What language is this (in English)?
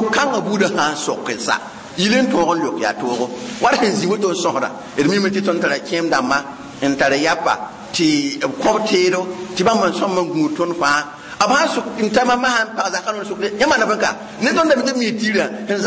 Mossi